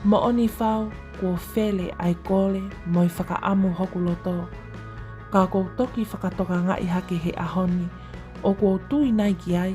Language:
Tongan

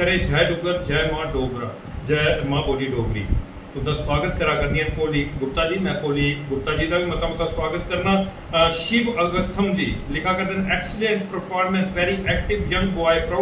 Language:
Dogri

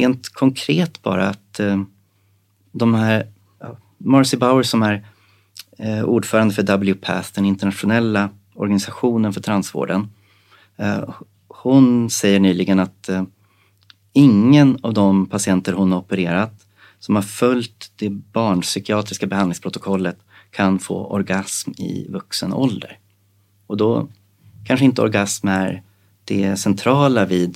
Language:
Swedish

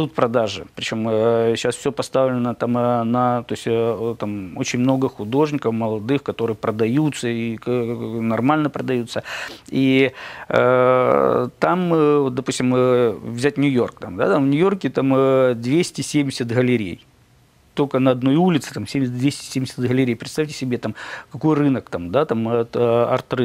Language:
Russian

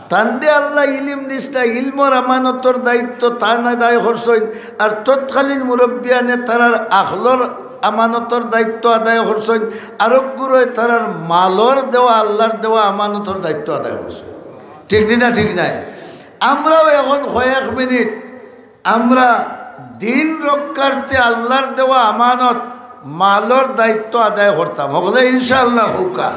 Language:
Sylheti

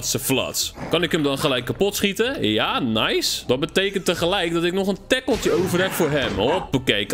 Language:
Dutch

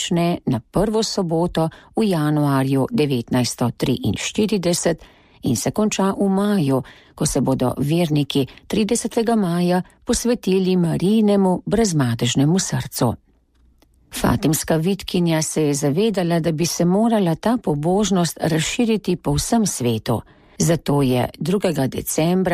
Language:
Slovenian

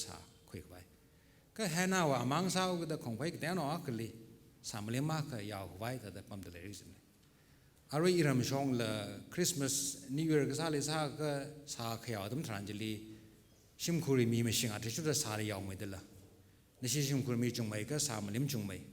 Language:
Tangkhul Naga (India)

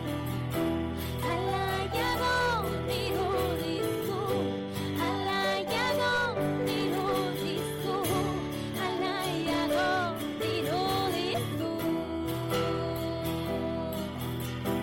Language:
Basque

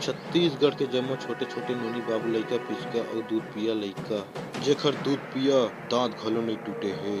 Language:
Chhattisgarhi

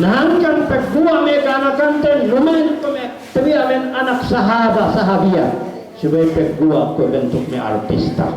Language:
Yakan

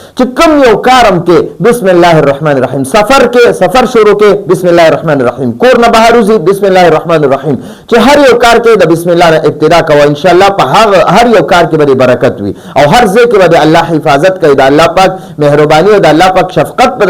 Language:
Pashto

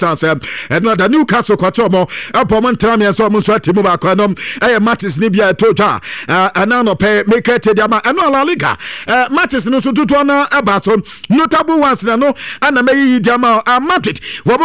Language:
Akan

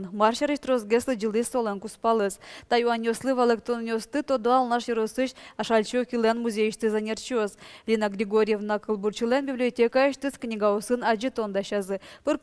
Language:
Udmurt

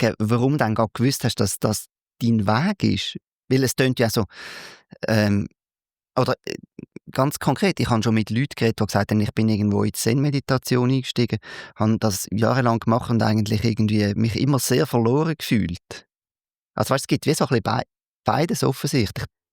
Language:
Swiss German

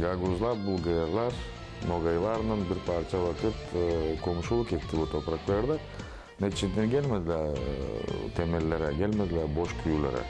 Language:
Gagauz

